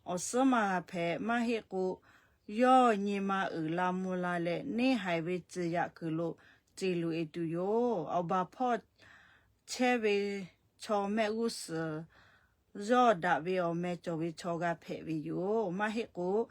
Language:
Lahu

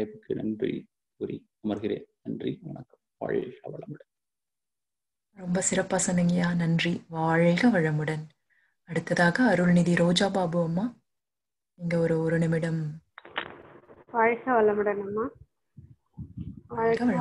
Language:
Tamil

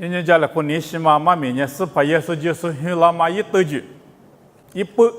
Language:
Lisu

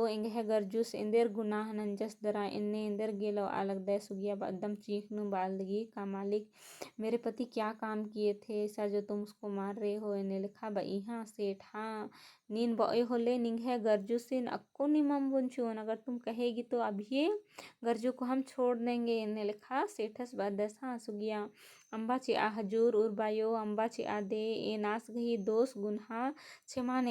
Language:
Kurukh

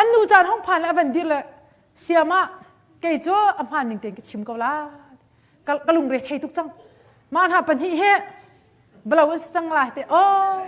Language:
Hakha Chin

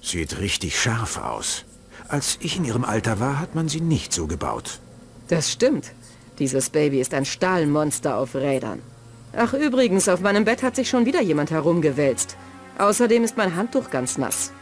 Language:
Bavarian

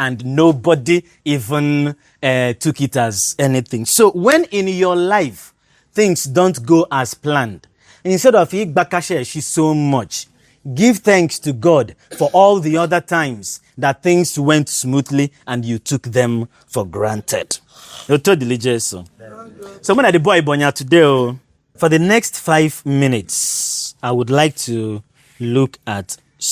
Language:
Igbo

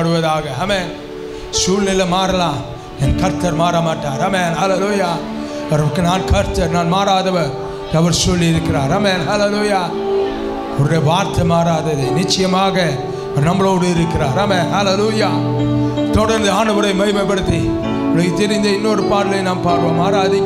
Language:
Tamil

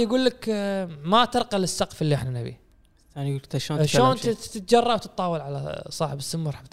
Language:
Gulf Arabic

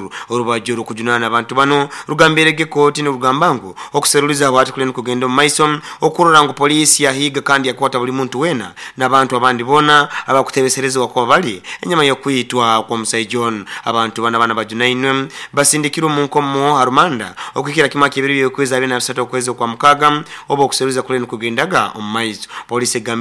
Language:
Nyoro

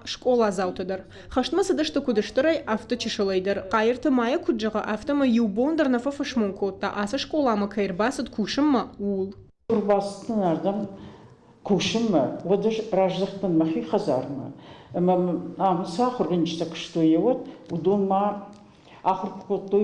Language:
Ossetic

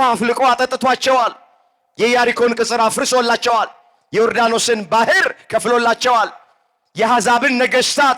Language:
Amharic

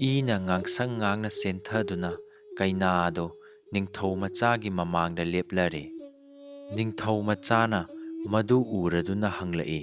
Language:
Manipuri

